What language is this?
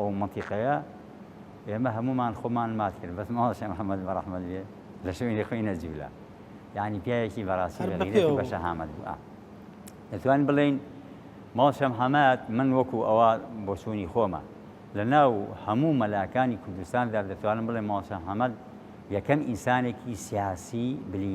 Central Kurdish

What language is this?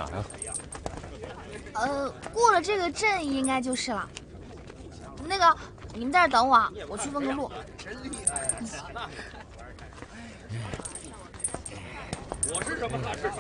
Chinese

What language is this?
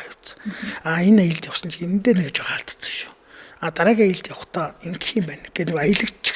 Mongolian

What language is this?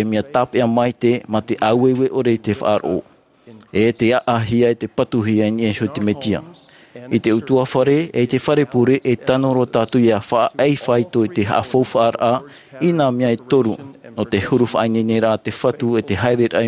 Tahitian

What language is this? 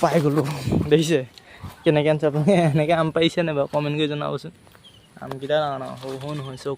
Assamese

